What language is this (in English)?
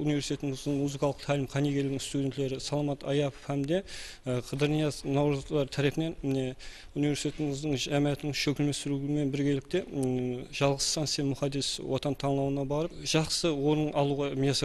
Kara-Kalpak